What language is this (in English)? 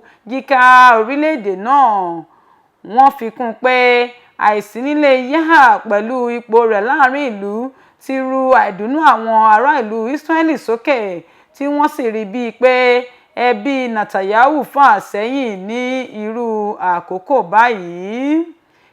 Yoruba